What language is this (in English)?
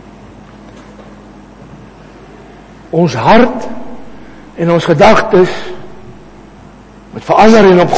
Afrikaans